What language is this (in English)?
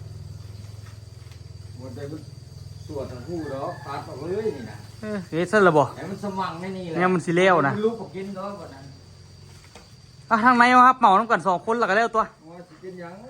Lao